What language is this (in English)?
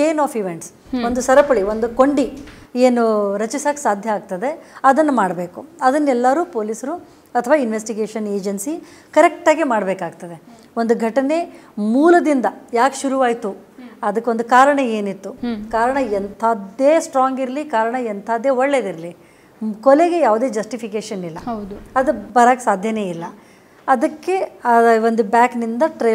Kannada